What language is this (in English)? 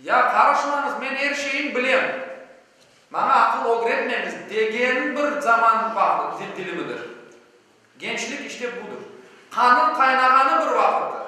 Crimean Tatar